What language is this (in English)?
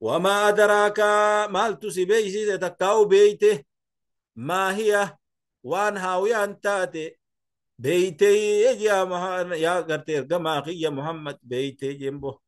Oromo